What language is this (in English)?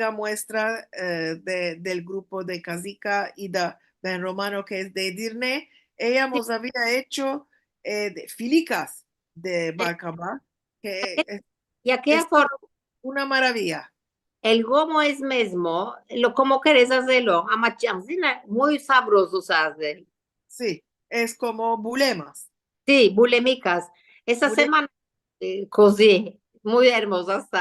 Ladino